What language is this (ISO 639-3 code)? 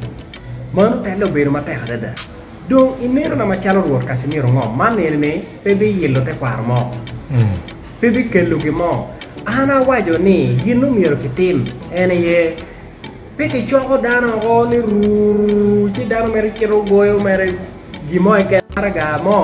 ach